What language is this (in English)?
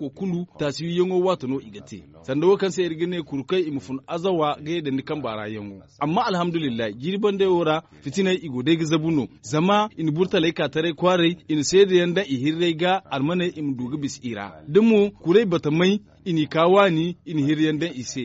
Zarma